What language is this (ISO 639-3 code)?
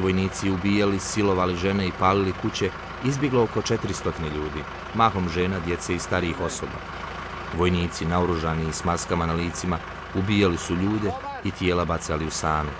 bos